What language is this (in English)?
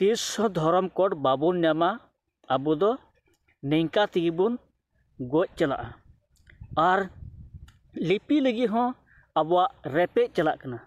Santali